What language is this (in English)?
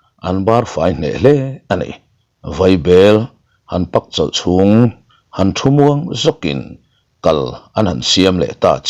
Mizo